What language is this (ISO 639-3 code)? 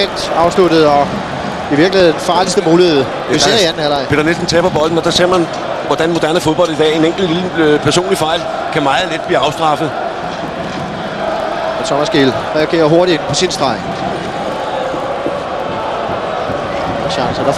dan